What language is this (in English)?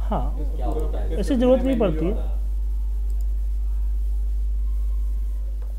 Hindi